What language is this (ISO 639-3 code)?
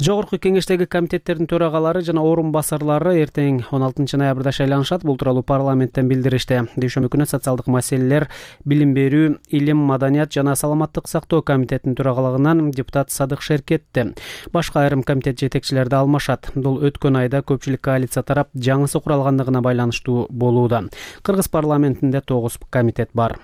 kir